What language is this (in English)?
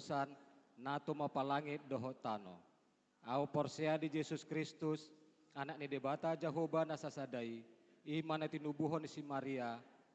Batak Toba